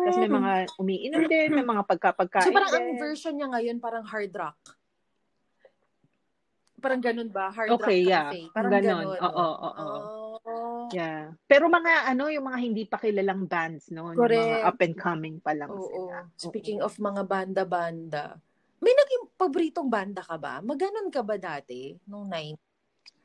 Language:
Filipino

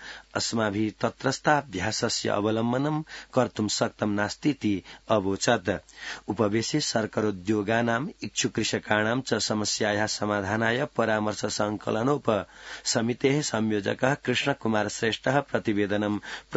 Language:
Sanskrit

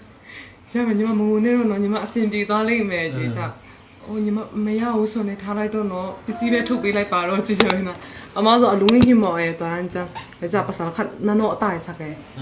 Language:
Tedim Chin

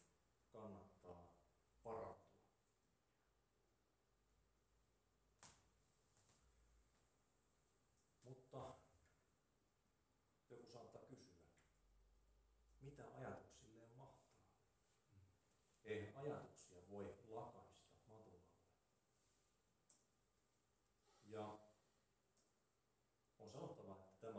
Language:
Finnish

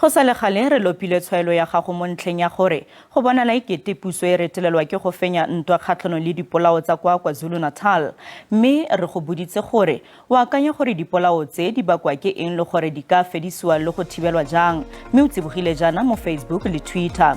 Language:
Tswana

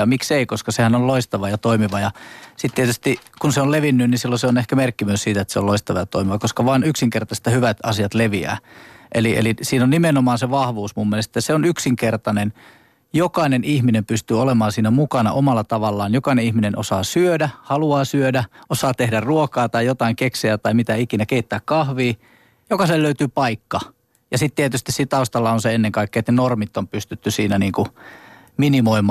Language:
Finnish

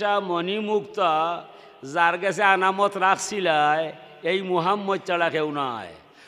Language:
Sylheti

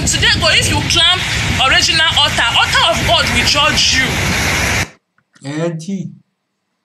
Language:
French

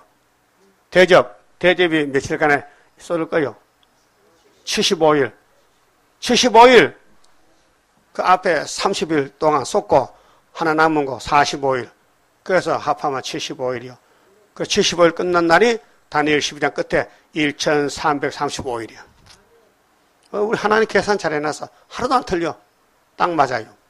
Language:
Korean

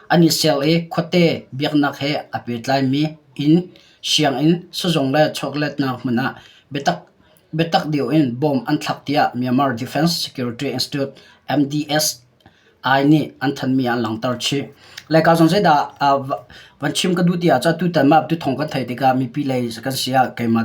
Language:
Hakha Chin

